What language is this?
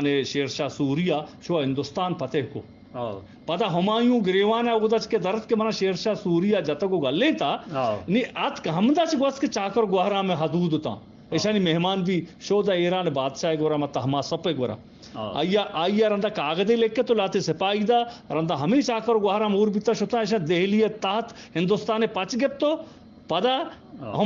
Eastern Balochi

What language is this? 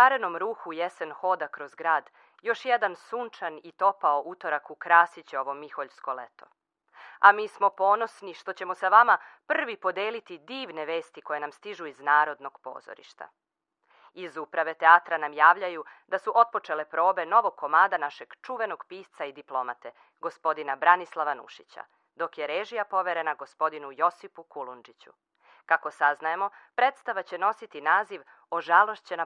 Serbian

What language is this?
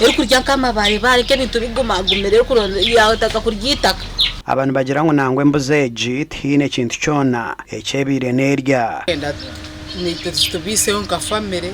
Nyankole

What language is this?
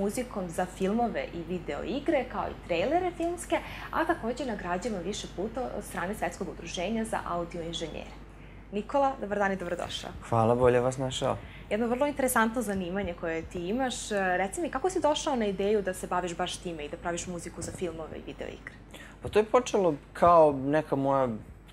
Serbian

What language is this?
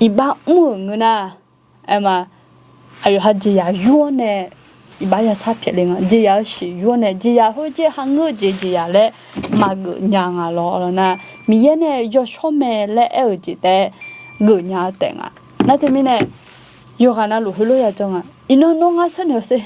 Akha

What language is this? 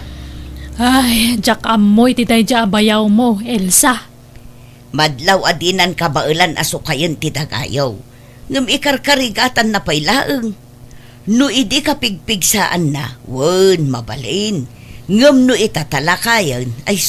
Iloko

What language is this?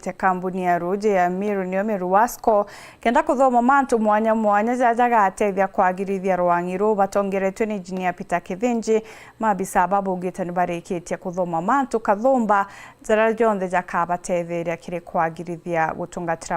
Meru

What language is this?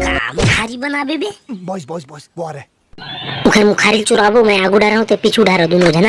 Chhattisgarhi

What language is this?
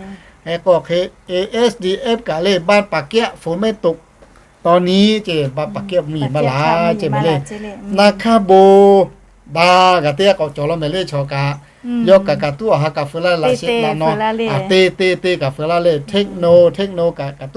Lahu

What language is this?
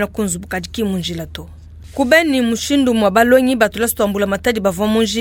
Luba-Lulua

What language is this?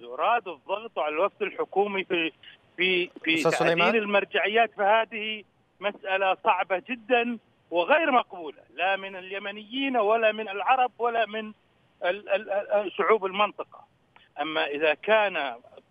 Arabic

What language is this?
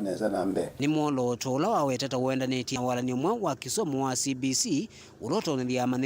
Kamba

